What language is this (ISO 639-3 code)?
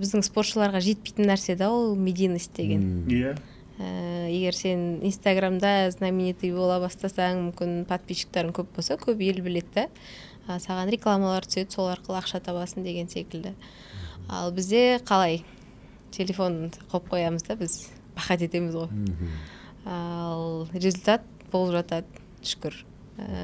kaz